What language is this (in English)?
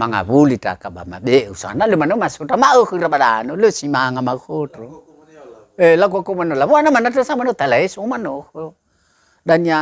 Nias